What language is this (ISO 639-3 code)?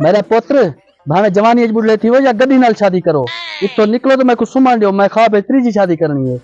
skr